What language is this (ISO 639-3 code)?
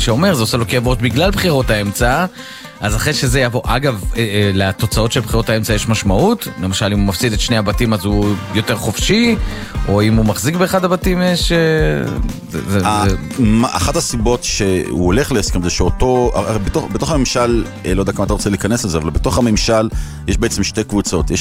heb